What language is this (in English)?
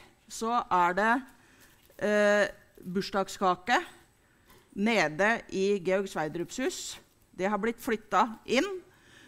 Norwegian